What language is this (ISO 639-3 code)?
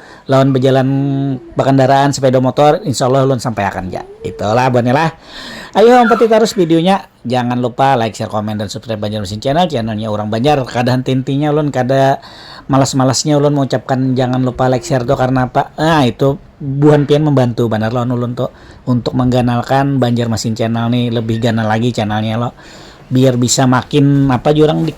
bjn